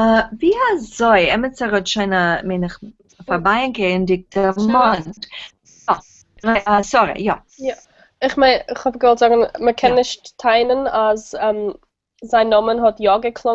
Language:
Yiddish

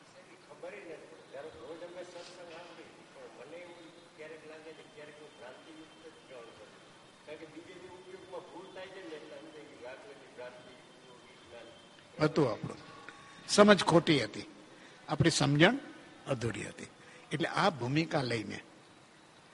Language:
Gujarati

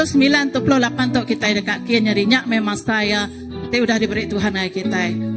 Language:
Iban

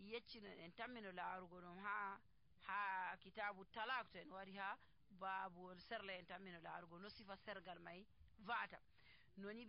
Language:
Nigerian Fulfulde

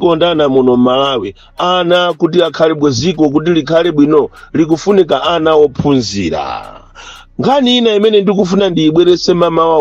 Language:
Nyanja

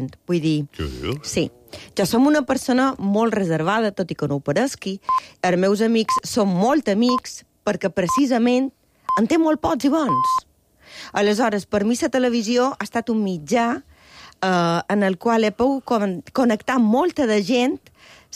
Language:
Catalan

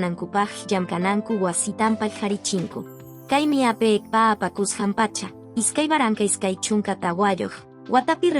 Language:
Quechua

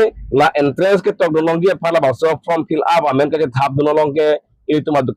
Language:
Karbi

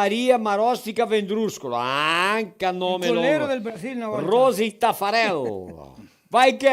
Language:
Venetian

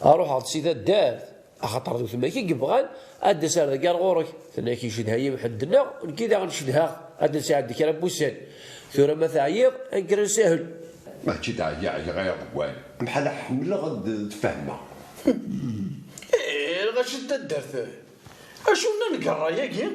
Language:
Kabyle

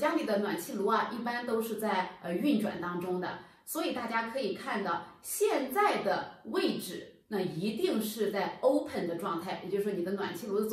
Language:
Chinese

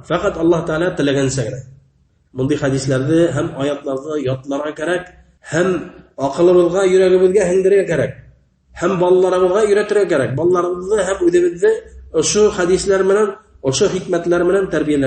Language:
Bashkir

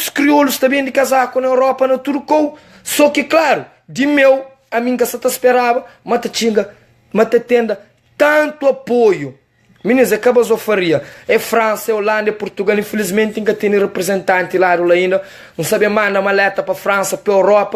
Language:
Kabuverdianu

